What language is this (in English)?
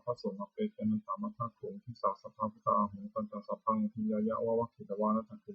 Pali